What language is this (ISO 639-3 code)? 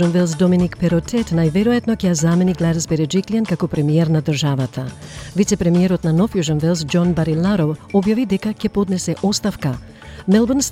mkd